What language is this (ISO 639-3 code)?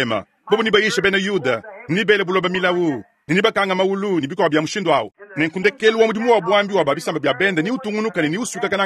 lua